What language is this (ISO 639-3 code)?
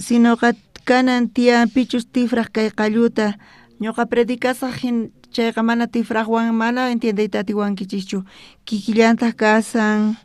quh